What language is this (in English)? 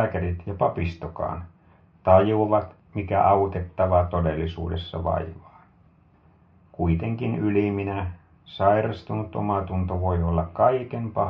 Finnish